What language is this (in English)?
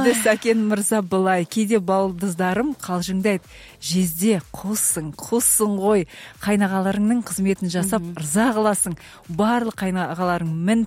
Kazakh